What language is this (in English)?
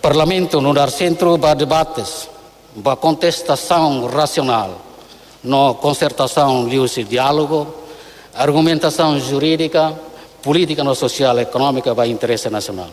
Tetum